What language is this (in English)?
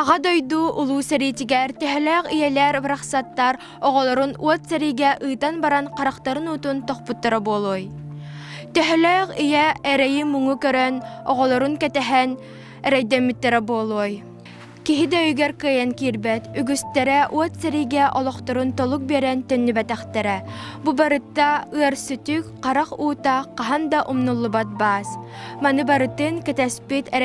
Yakut